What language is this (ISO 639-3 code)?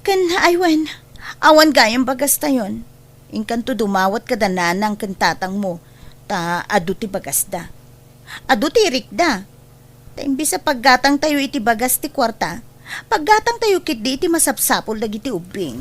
ilo